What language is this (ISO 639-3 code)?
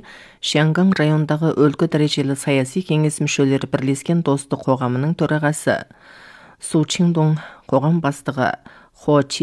kaz